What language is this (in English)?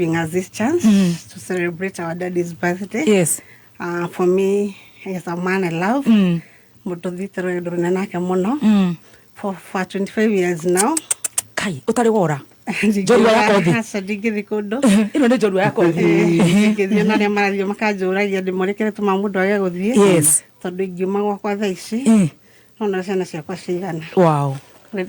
Kikuyu